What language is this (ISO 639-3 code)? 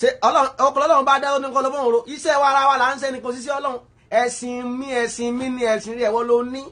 yor